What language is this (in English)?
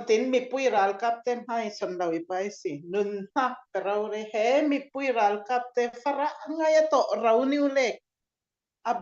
Falam Chin